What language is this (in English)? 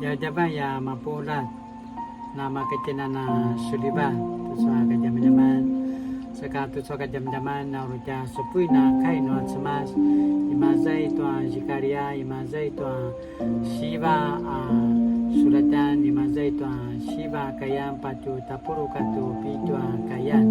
Paiwan